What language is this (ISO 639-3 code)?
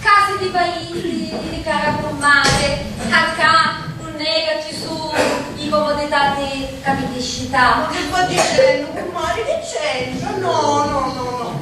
scn